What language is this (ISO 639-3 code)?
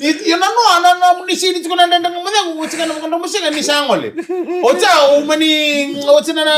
fij